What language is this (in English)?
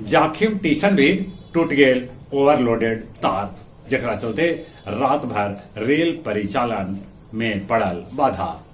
Magahi